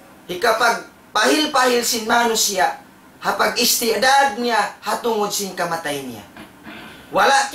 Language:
Tausug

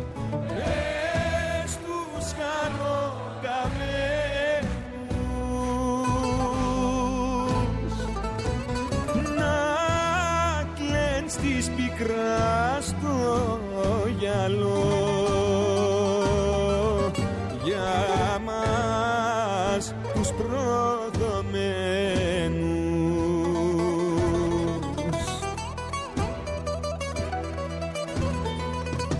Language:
Greek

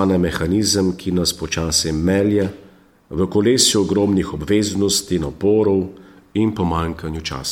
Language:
Slovenian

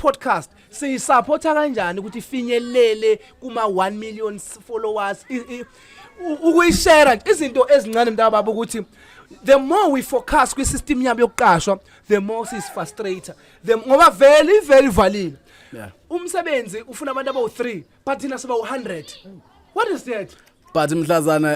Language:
Zulu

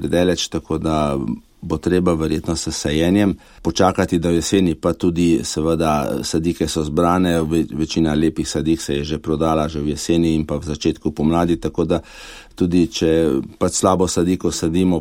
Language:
Slovenian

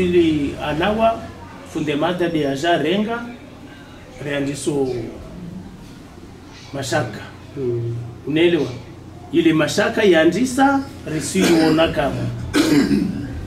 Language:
Swahili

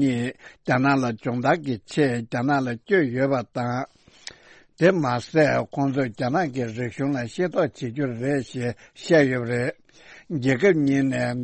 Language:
Tibetan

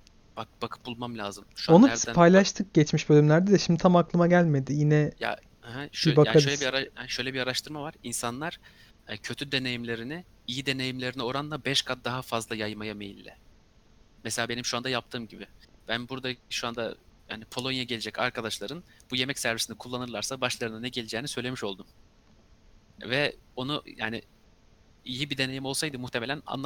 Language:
Turkish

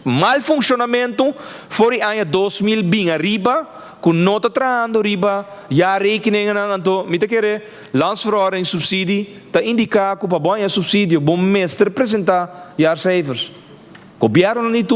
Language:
Papiamento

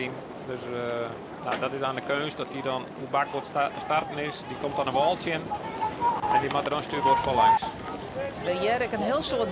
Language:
Western Frisian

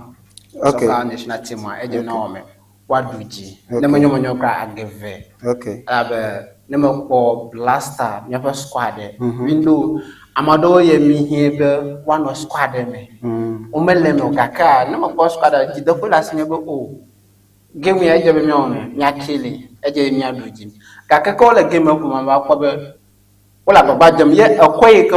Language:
Ewe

